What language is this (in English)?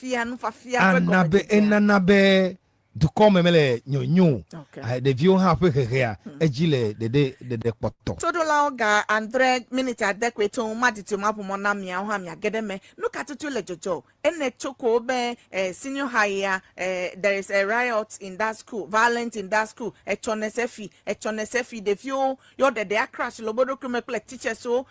Ewe